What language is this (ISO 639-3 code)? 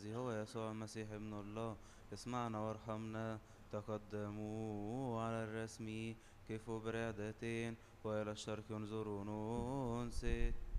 arz